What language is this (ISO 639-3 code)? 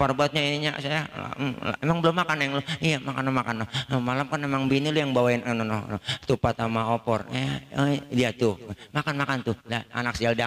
bew